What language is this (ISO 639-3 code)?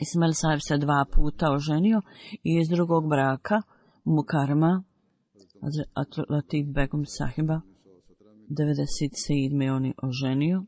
bos